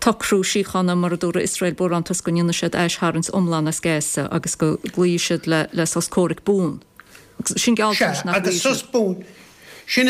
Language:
Irish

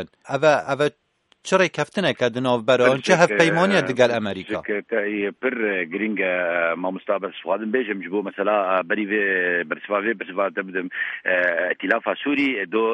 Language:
Kurdish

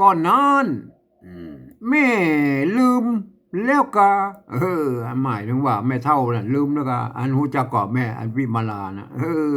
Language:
Northern Thai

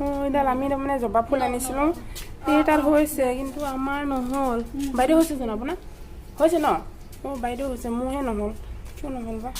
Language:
Assamese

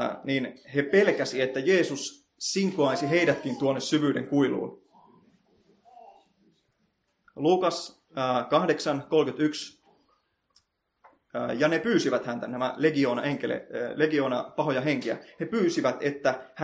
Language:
Finnish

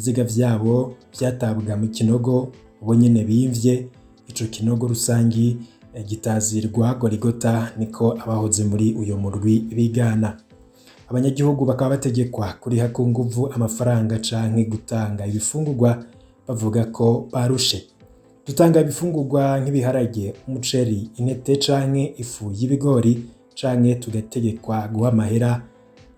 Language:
Rundi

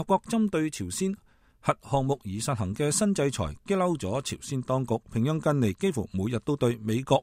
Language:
Cantonese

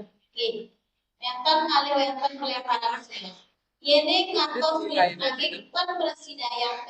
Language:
Balinese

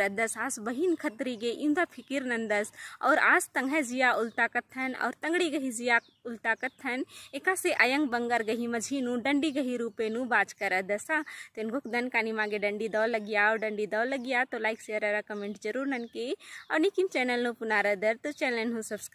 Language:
Kurukh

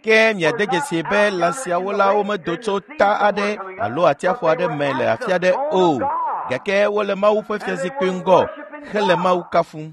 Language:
Ewe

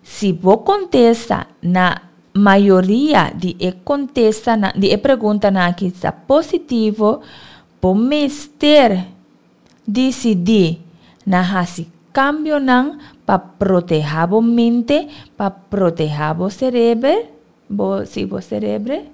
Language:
Papiamento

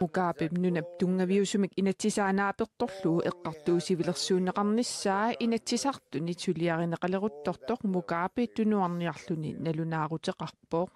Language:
Kalaallisut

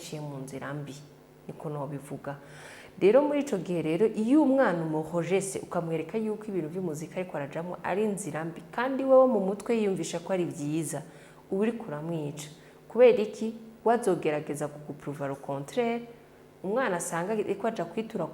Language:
Rundi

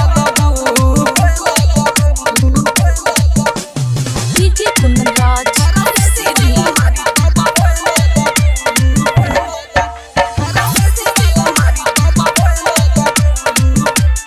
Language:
Bhojpuri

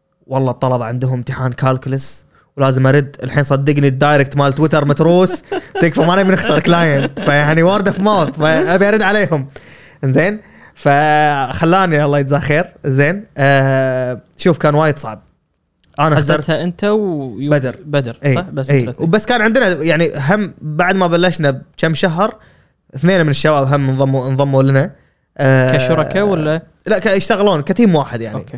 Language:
Gulf Arabic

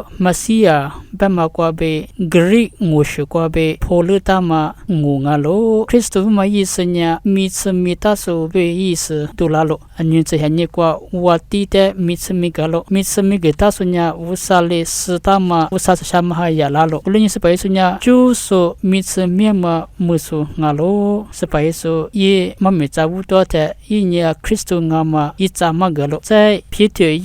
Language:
Lisu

